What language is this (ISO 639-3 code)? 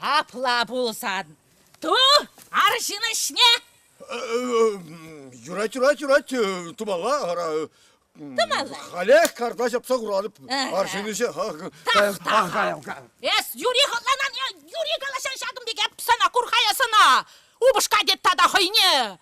chv